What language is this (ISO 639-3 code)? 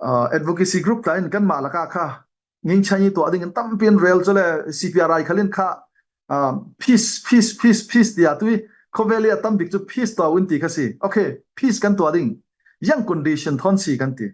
cfm